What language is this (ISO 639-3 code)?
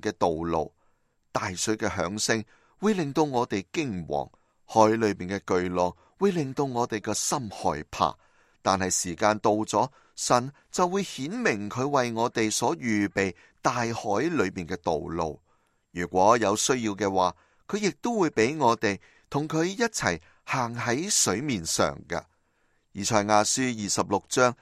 yue